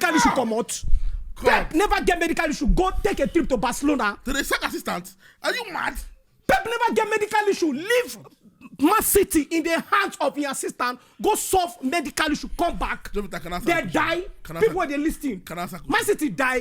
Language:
Nigerian Pidgin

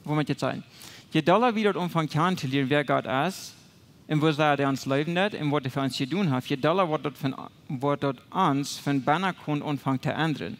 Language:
Plautdietsch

